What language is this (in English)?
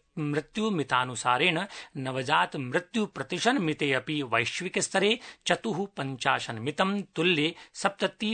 Sanskrit